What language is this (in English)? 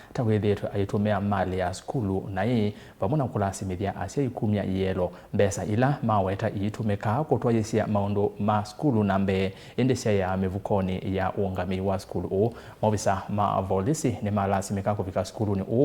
Kamba